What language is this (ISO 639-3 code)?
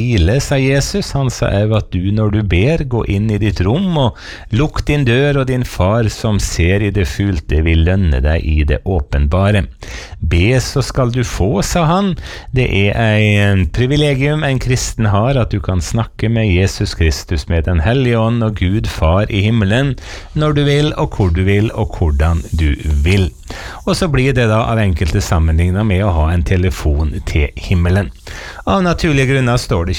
nor